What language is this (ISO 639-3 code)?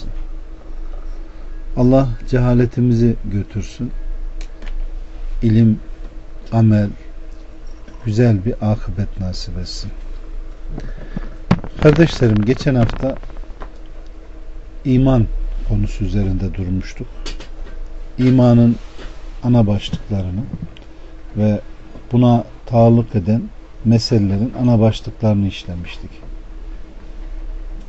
tur